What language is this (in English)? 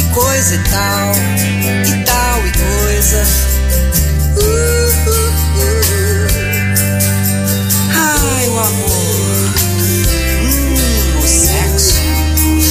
Portuguese